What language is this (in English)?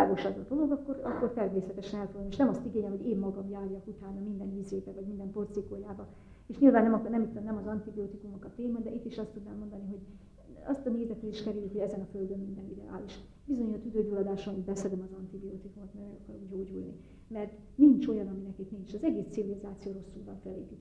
Hungarian